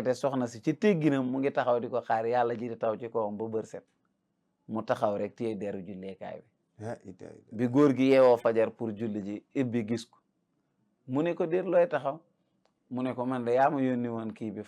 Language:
Wolof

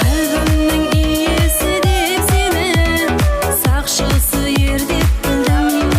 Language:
Kara-Kalpak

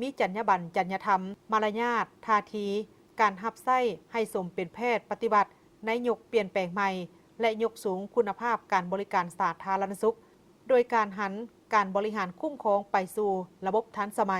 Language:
Lao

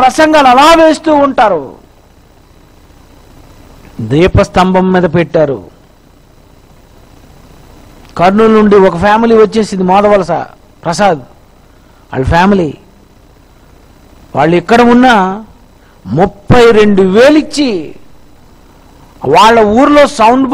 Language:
Telugu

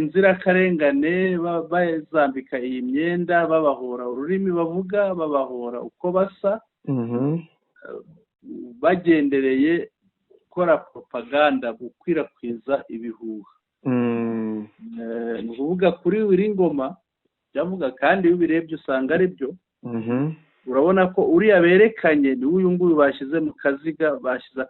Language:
Kinyarwanda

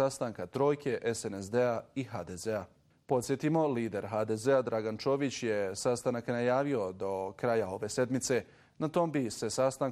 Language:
Bosnian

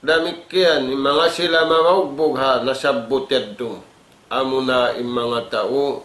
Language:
Tausug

